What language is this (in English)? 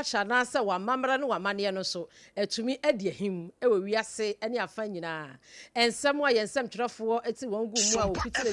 Akan